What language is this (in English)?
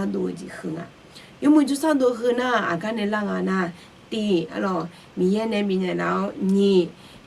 Akha